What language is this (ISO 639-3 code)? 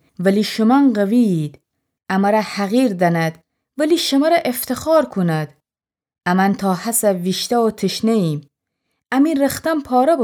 glk